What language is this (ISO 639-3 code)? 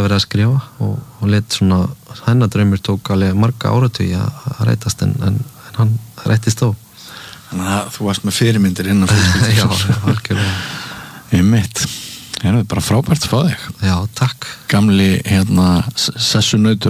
isl